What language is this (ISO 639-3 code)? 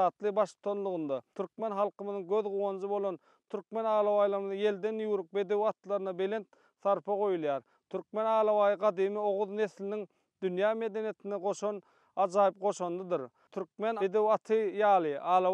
tuk